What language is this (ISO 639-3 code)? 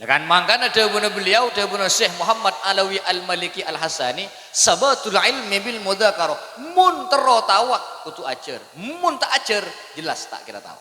mad